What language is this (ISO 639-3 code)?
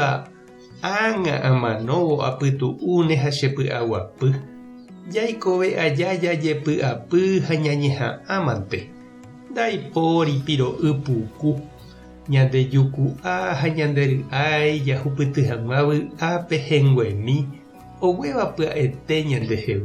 grn